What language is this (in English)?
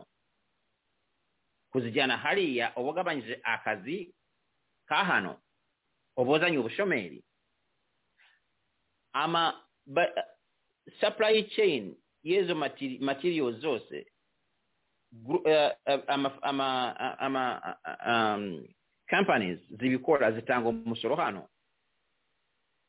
Kinyarwanda